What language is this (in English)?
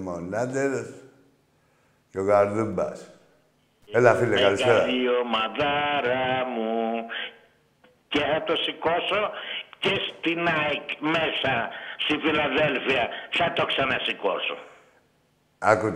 Greek